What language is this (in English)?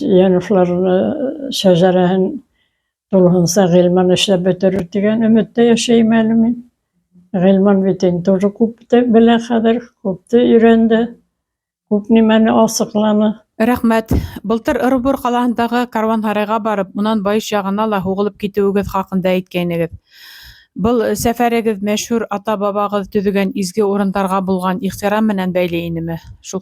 Bashkir